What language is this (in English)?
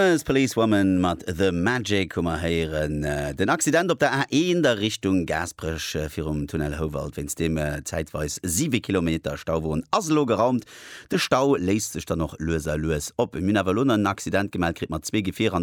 Luxembourgish